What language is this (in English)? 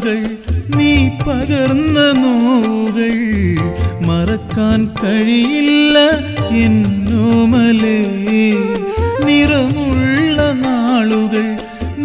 Malayalam